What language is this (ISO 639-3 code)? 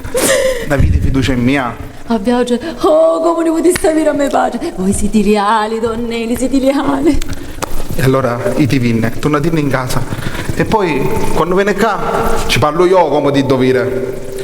scn